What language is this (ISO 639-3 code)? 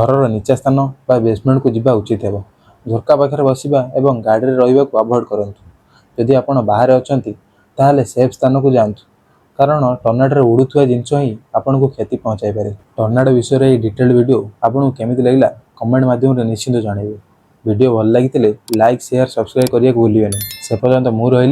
ori